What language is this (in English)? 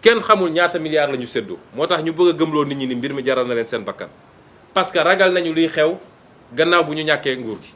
Wolof